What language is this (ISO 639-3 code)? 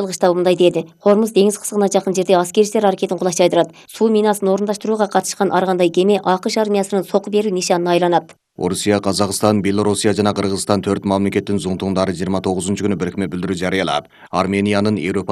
kir